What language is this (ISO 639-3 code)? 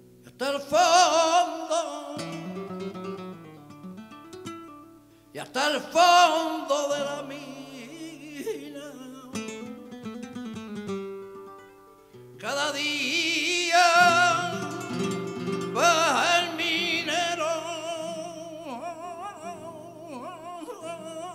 spa